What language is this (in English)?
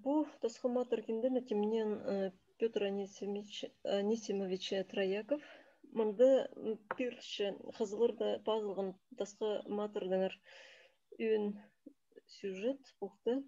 Khakas